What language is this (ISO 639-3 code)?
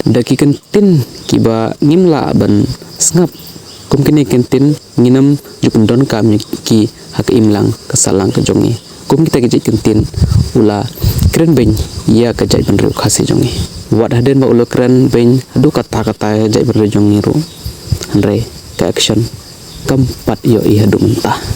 kha